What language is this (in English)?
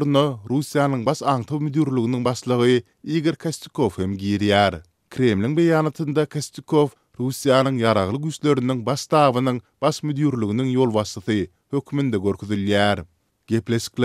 Turkmen